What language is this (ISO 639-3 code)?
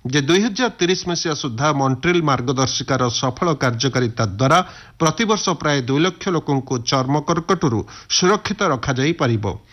ori